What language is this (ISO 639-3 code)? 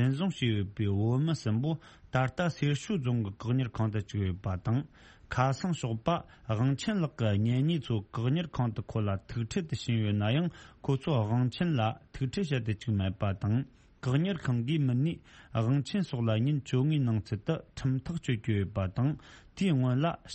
bod